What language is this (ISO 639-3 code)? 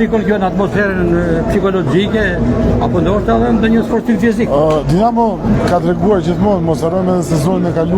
sqi